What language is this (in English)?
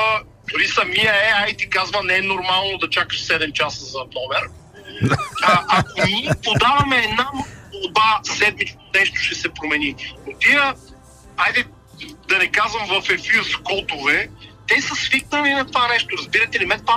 Bulgarian